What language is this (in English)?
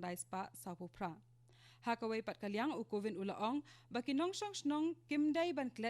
Khasi